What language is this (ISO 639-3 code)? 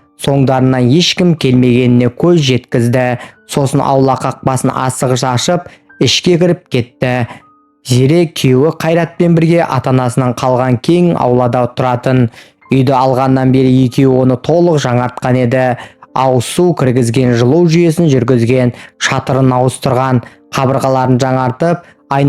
kaz